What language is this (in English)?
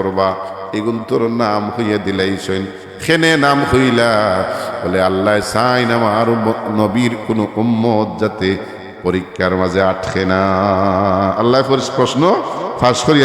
Sylheti